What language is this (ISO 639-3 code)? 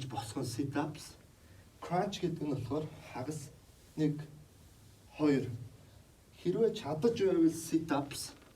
mon